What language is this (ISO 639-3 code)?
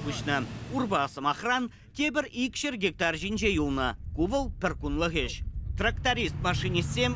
chv